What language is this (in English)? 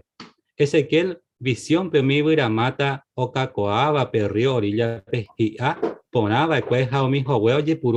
Guarani